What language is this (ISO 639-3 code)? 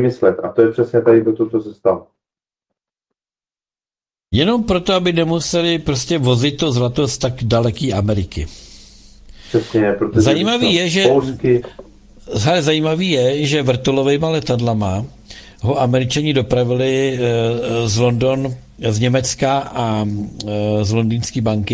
ces